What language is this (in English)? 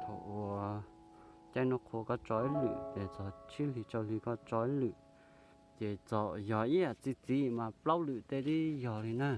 Hmong